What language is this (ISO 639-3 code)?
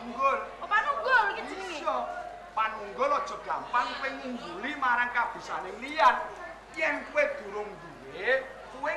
jav